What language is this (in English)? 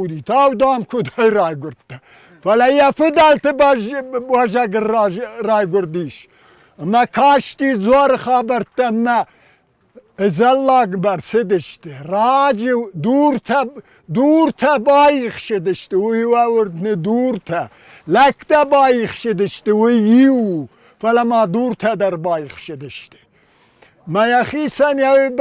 Ossetic